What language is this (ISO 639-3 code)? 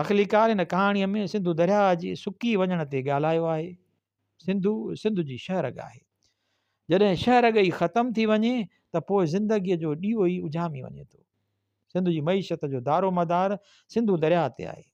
snd